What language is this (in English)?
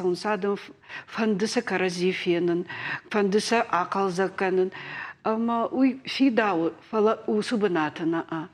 Ossetic